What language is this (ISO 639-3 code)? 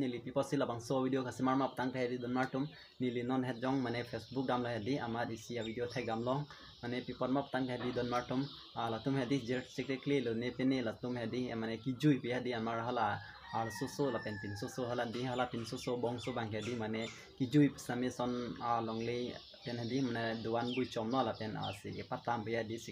mjw